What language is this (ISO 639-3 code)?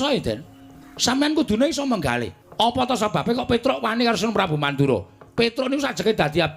jav